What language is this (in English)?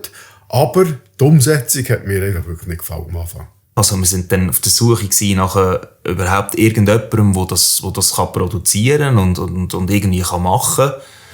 Swiss German